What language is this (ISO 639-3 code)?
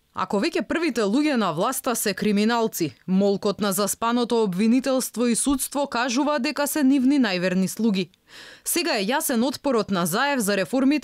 mkd